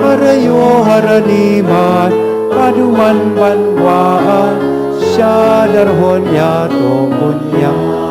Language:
Bikol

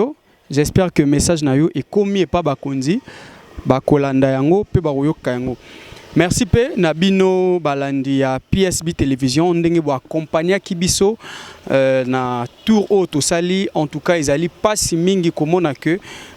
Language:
Lingala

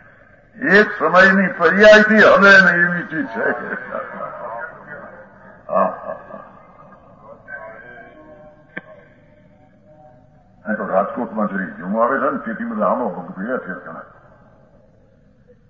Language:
Gujarati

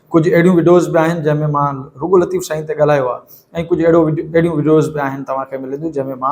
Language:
Sindhi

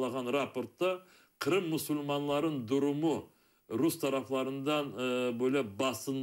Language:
Crimean Tatar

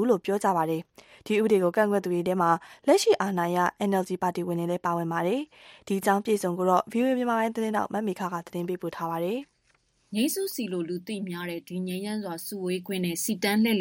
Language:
Burmese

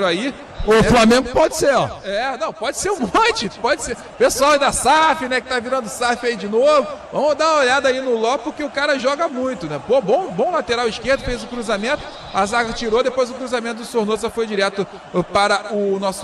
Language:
Portuguese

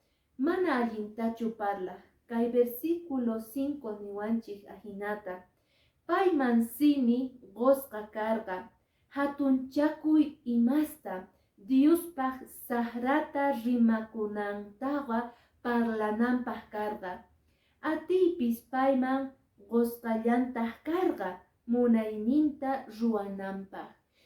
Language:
Quechua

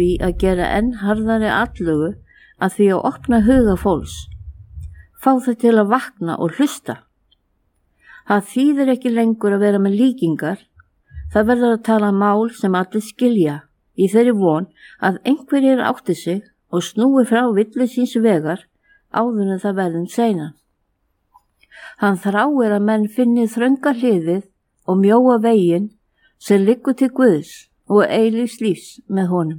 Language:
Icelandic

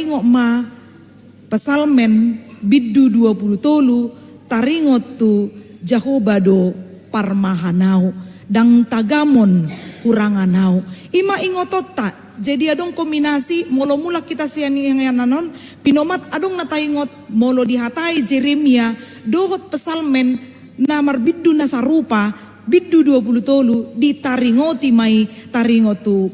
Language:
Batak Toba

